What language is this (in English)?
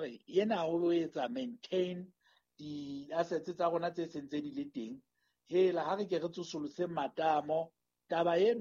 Southern Sotho